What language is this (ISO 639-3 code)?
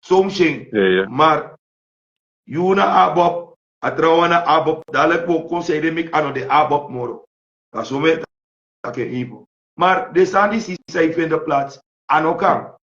srn